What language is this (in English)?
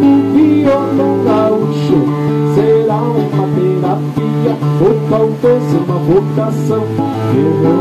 Portuguese